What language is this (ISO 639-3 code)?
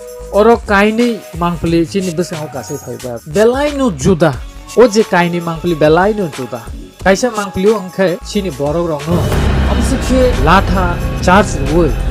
trp